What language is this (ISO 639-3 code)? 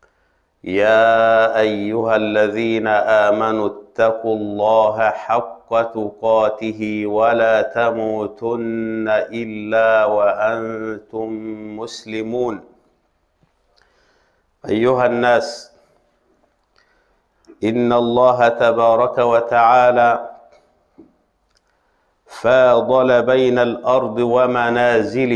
ara